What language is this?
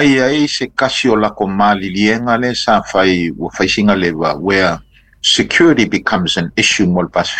Samoan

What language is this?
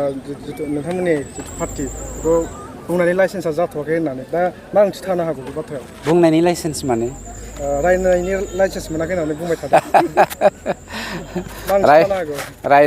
Bodo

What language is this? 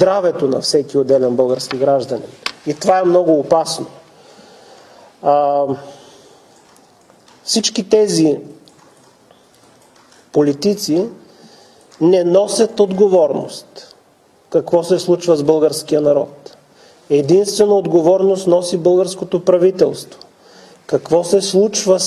Bulgarian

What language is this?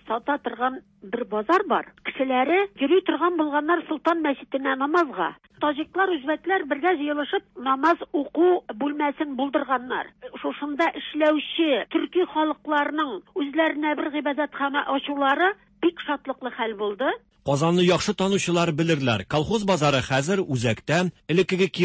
Tatar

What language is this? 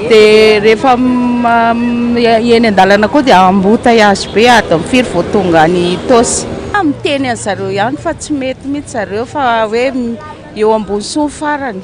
Malagasy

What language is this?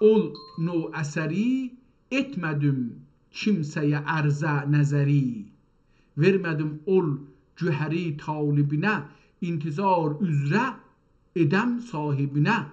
South Azerbaijani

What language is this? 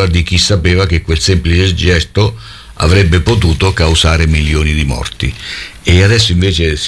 Italian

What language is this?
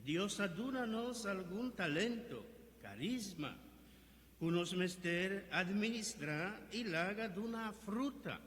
Papiamento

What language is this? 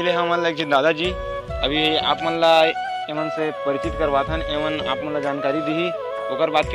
Chhattisgarhi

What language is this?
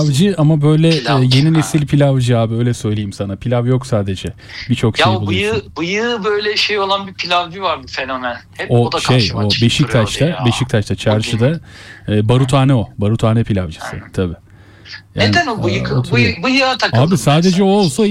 Turkish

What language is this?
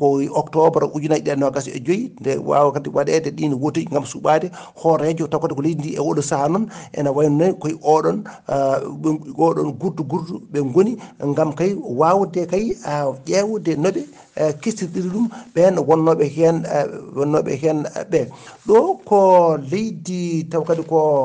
Fula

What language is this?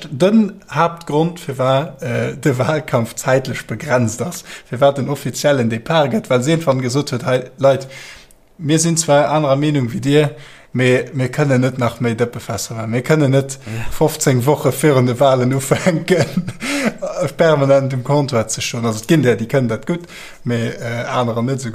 Luxembourgish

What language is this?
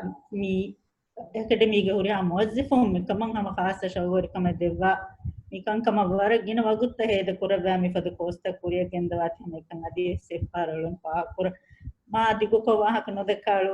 Divehi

